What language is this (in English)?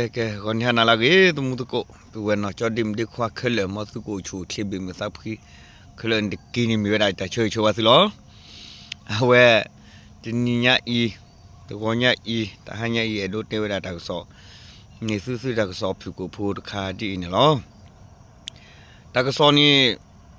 S'gaw Karen